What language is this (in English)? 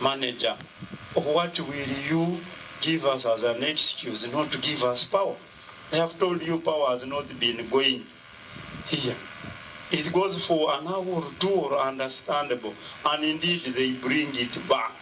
Nyankole